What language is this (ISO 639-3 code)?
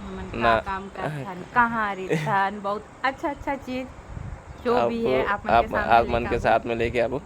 hne